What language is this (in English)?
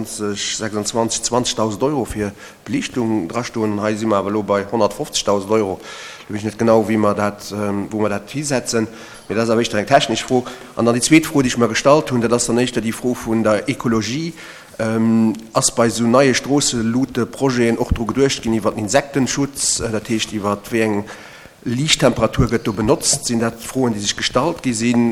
Luxembourgish